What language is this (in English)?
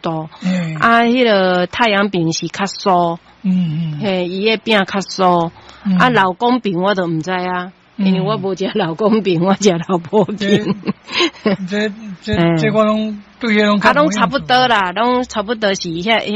Min Nan Chinese